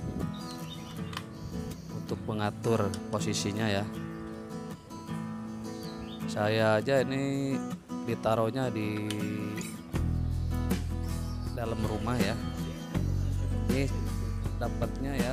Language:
Indonesian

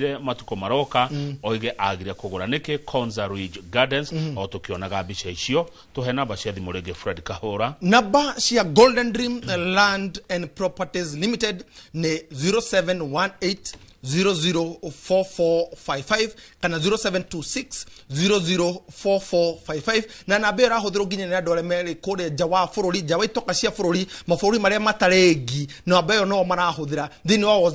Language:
Kikuyu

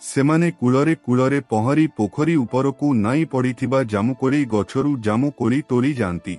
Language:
Odia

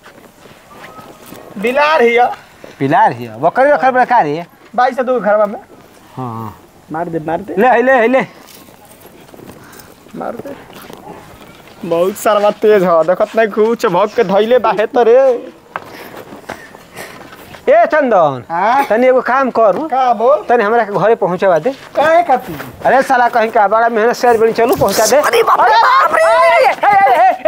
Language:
Bhojpuri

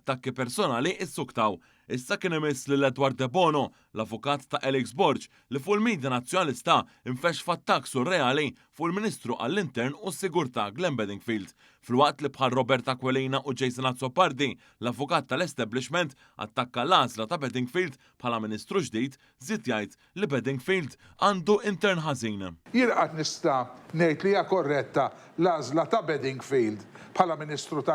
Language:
Maltese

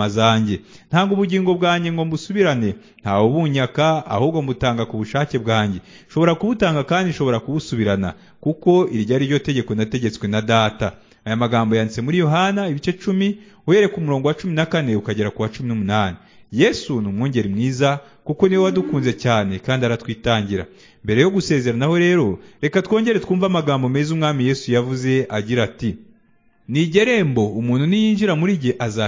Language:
Kinyarwanda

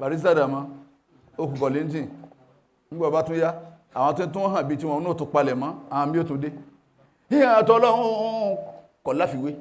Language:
Yoruba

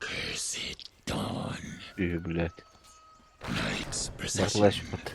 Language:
Yakut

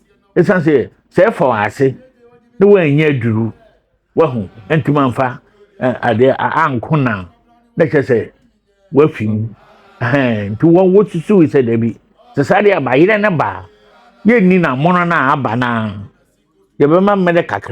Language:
Akan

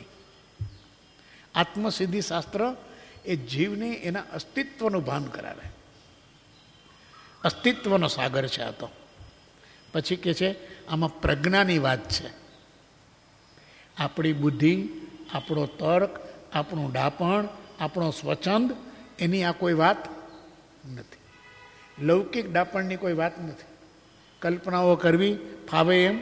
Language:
Gujarati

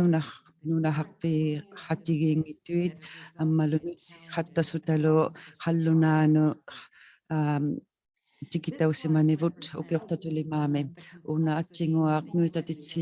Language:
Inuktitut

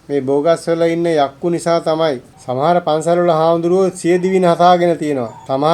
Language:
Sinhala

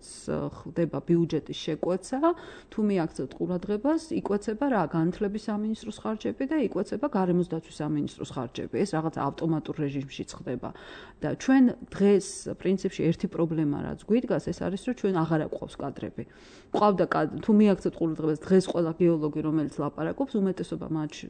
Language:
Georgian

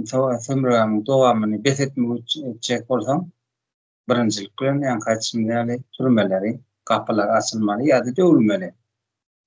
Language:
Turkmen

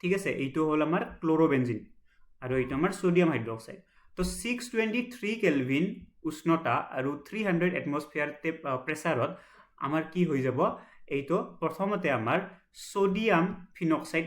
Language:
Assamese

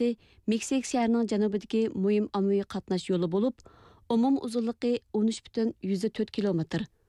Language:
Uyghur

